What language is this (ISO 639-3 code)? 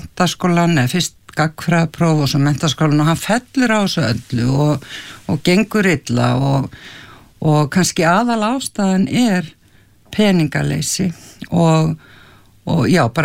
isl